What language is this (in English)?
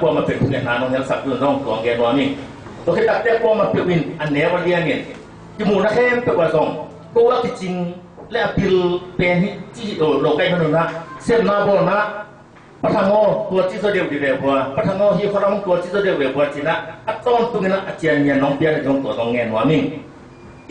Tedim Chin